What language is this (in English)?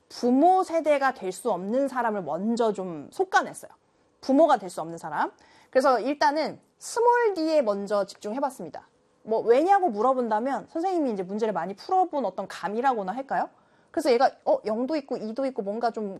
Korean